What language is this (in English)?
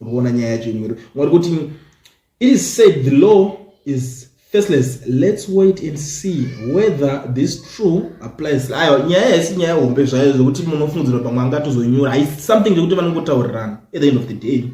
Shona